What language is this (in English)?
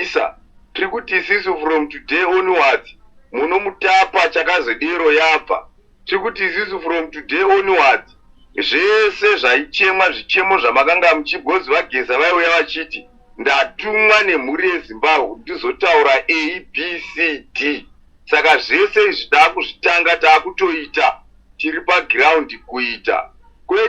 Shona